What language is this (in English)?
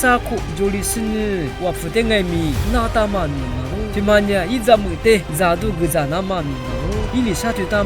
Lisu